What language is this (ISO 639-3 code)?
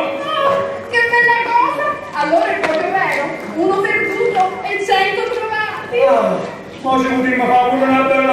nap